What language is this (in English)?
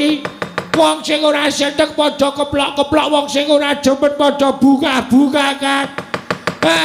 Javanese